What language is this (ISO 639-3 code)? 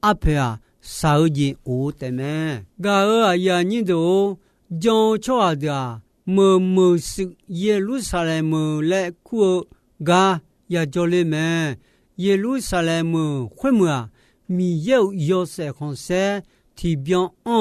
ahk